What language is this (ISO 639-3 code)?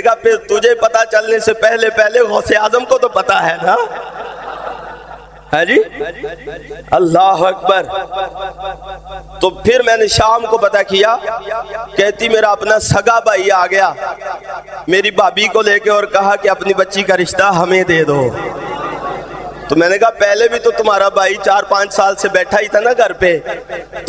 urd